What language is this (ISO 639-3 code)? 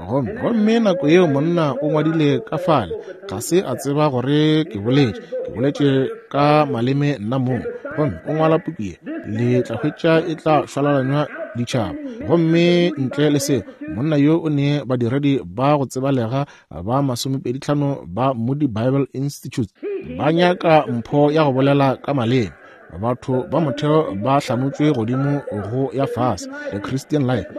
nso